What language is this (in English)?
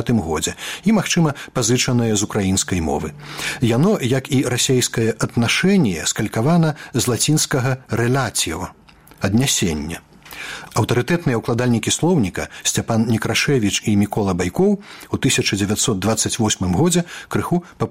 Belarusian